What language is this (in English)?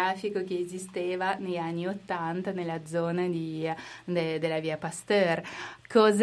Italian